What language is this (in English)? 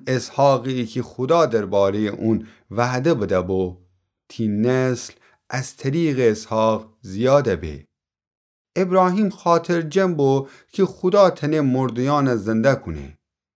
Gilaki